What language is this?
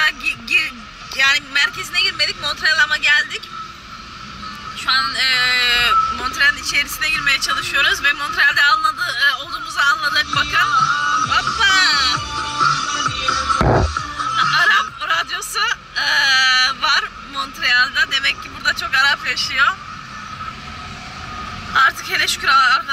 Turkish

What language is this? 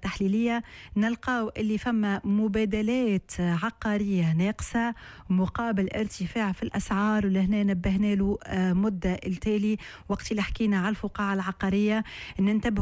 Tunisian Arabic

